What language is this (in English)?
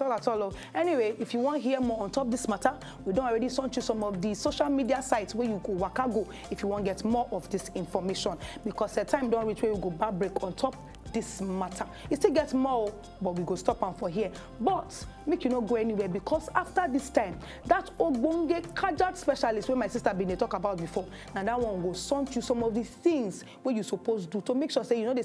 Nigerian Pidgin